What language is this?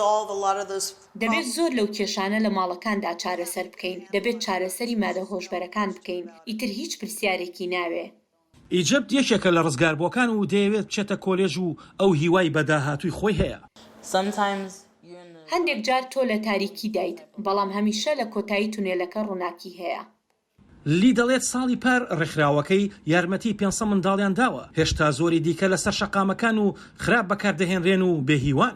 Central Kurdish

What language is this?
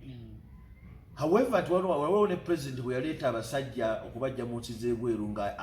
Ganda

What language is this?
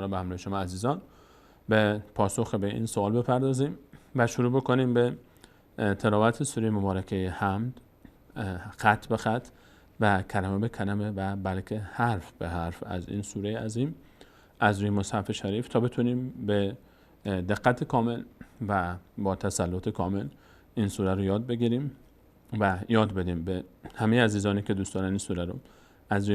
Persian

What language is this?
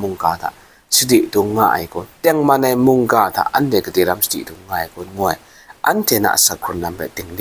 Kachin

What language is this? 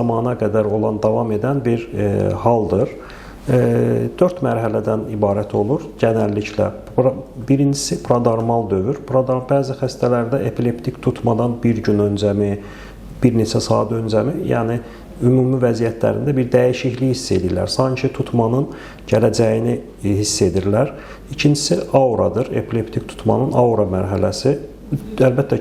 Azerbaijani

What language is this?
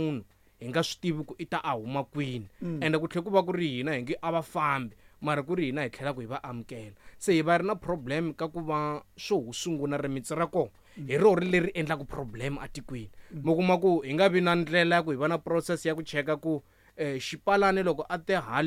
Tsonga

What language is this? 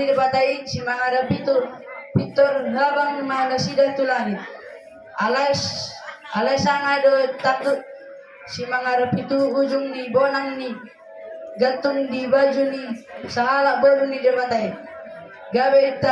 Batak Toba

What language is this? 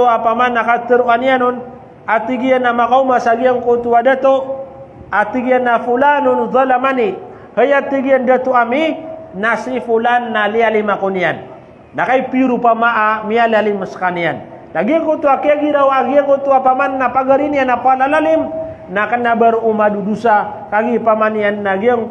Maranao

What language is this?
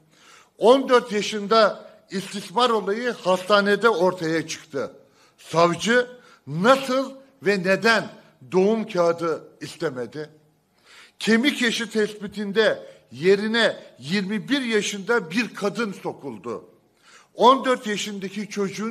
Turkish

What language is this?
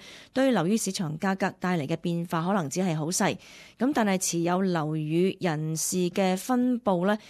Cantonese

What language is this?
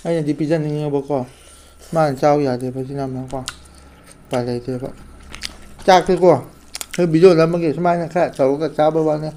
Manipuri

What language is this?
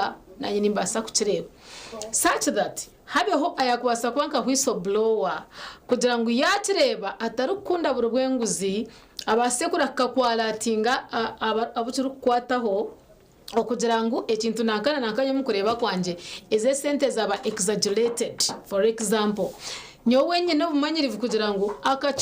Nyankole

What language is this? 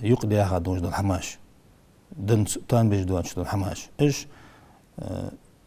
Ingush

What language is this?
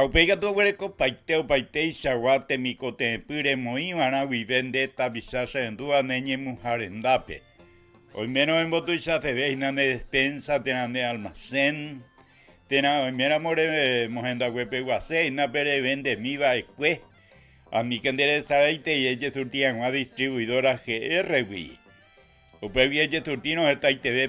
Guarani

